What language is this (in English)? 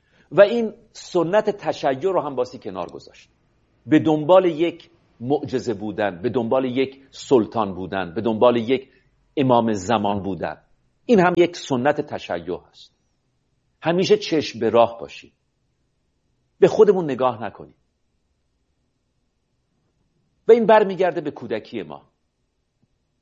Persian